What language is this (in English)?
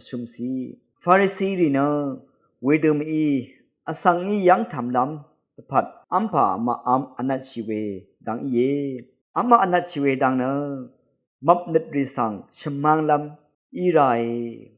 Rawang